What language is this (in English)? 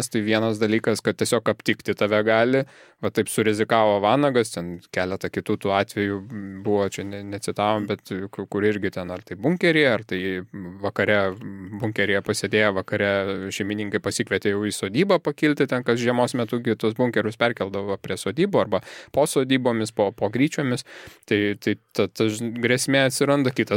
Lithuanian